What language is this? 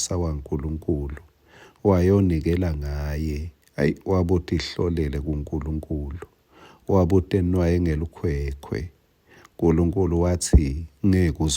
Swati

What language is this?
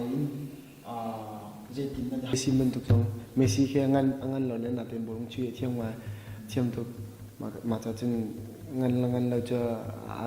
Hakha Chin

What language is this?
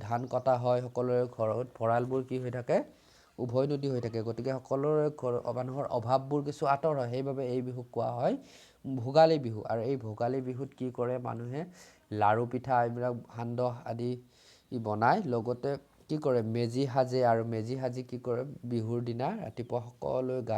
Assamese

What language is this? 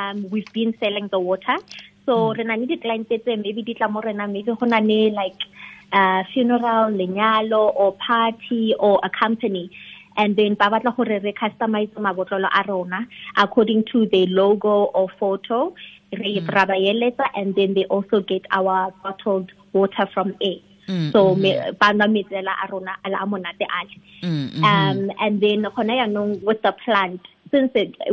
Tswana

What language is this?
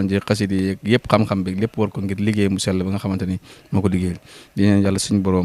Wolof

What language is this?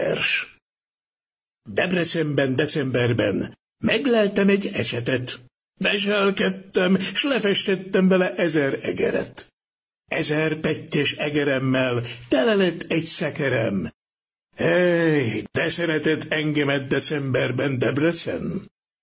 Hungarian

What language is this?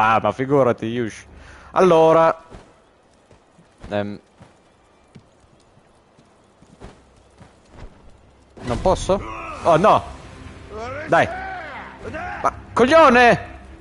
Italian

